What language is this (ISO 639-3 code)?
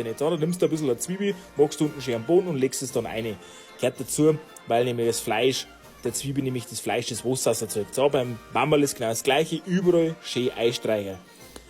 bar